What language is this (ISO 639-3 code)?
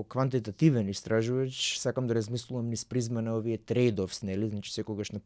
mkd